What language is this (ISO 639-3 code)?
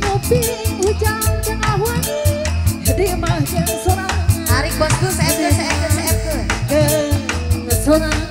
sun